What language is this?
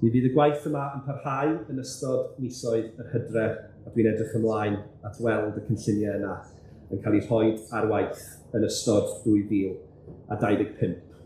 Welsh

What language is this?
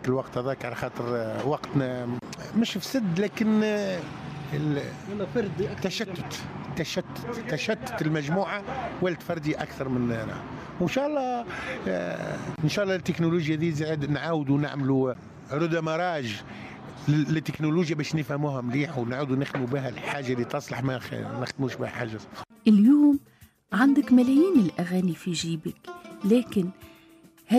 Tunisian Arabic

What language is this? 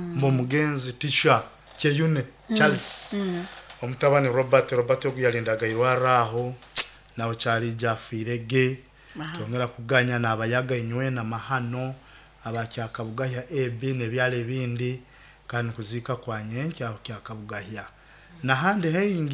Nyoro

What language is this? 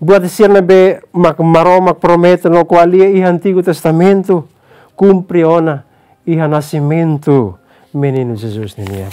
Tetum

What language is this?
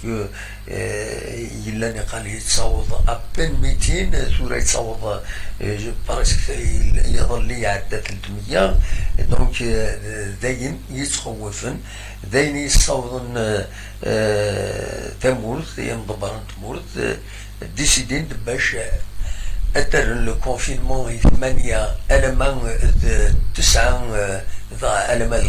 Kabyle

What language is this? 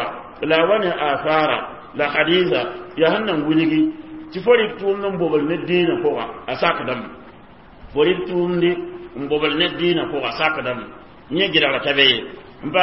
Mossi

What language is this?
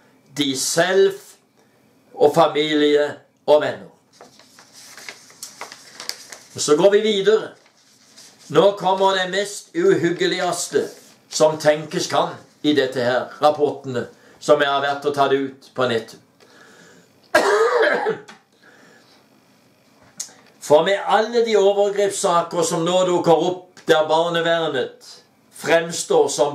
Norwegian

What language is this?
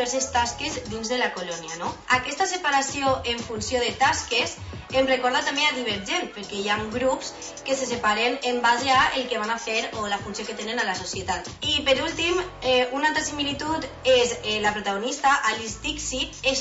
Catalan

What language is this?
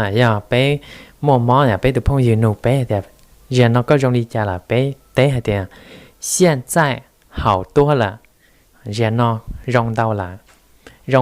Hmong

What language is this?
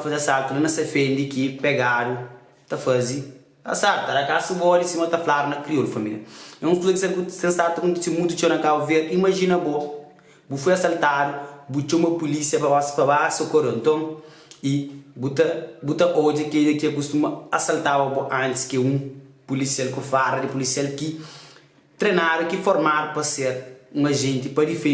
Kabuverdianu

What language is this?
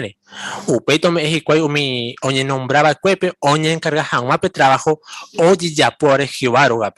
Guarani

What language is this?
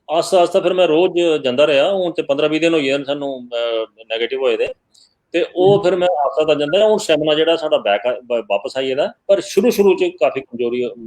Dogri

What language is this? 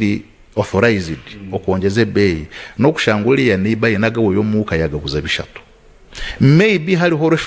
Nyankole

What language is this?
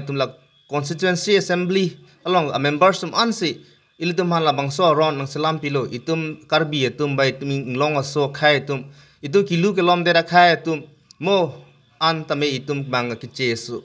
Karbi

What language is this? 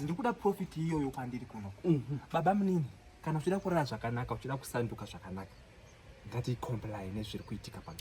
Shona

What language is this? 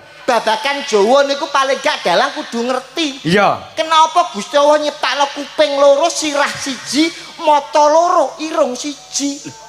Javanese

